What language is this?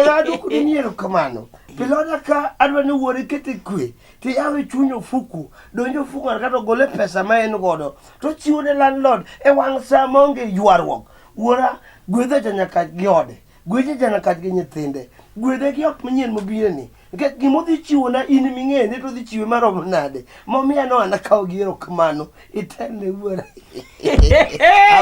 Luo (Kenya and Tanzania)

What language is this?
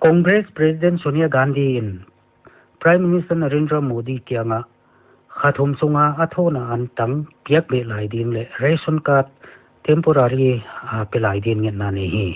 Paite Chin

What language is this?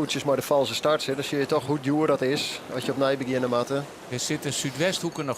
Western Frisian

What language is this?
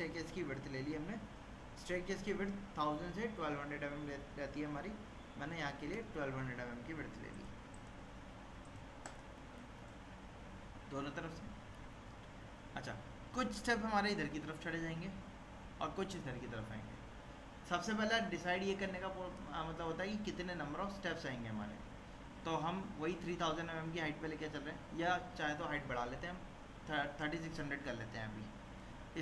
Hindi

